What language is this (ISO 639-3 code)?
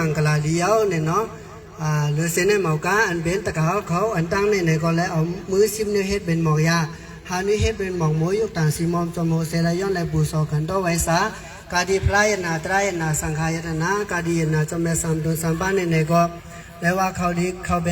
shn